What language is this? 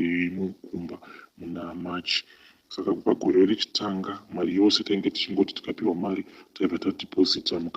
Shona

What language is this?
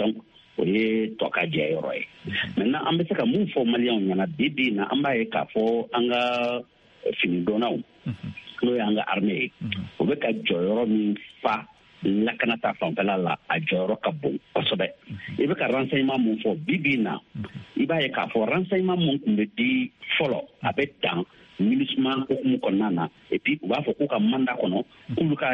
Bambara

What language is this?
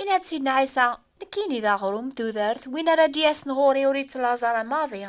Kabyle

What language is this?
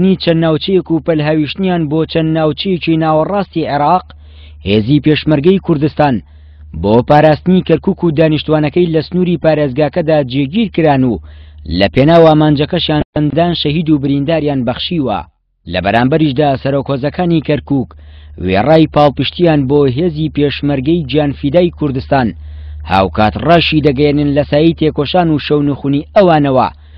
Central Kurdish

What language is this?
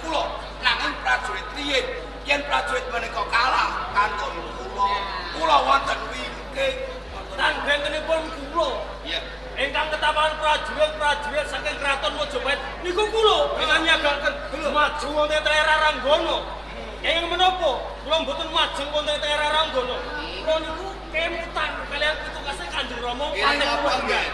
Javanese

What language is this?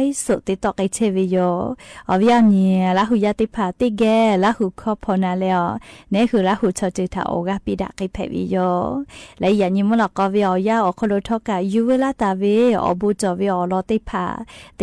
Lahu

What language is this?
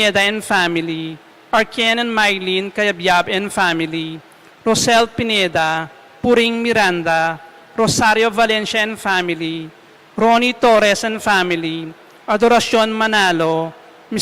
Pampanga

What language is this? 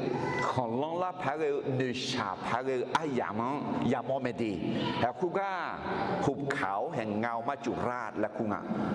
Akha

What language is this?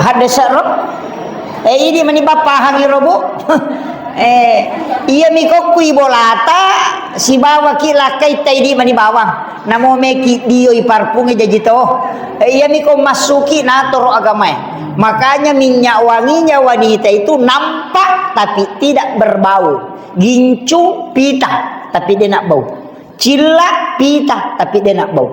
Buginese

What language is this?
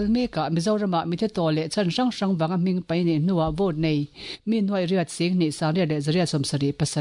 Mizo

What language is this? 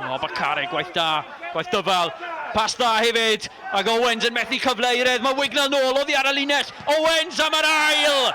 Welsh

